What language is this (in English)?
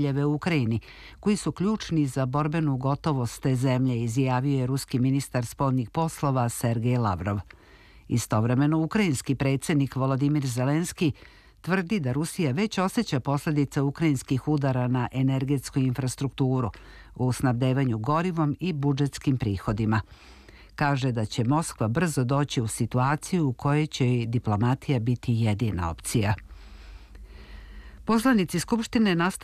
Serbian